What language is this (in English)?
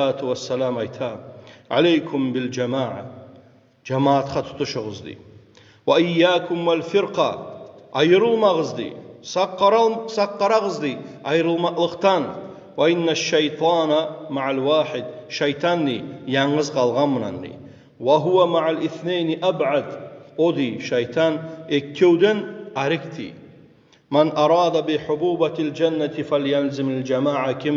Kumyk